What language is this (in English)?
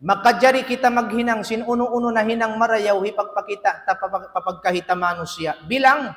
Tausug